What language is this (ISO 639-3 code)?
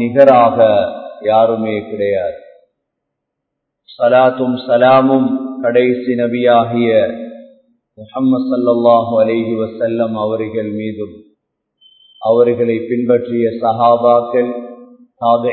tam